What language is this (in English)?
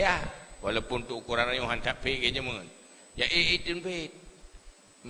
Achinese